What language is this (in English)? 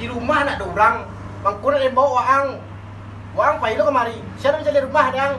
Minangkabau